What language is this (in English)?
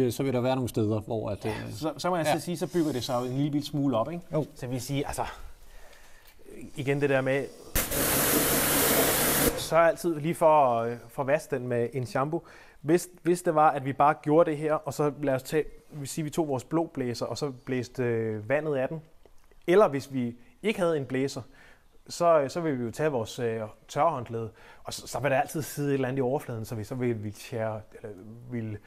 Danish